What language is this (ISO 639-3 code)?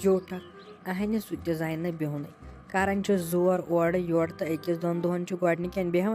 kas